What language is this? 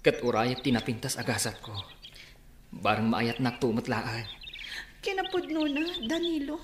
Iloko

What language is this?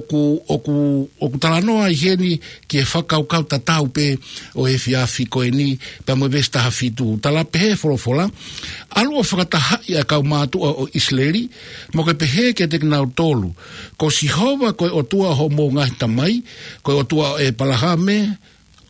Tongan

